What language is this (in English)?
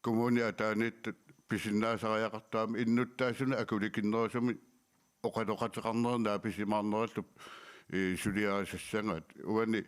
Kalaallisut